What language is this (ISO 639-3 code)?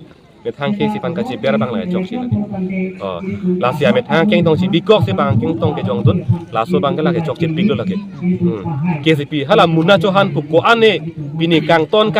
mjw